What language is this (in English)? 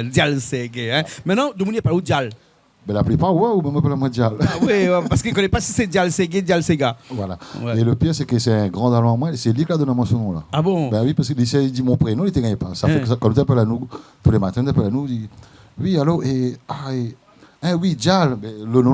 Réunion Creole French